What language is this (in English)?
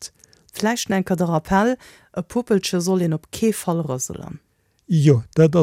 Luxembourgish